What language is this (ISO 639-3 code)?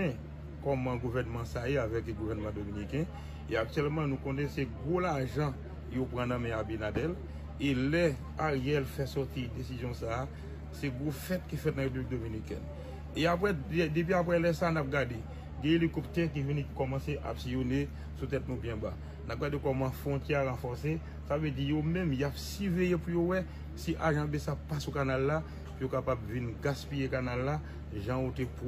hat